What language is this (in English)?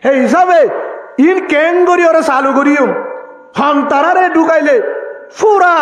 Rohingya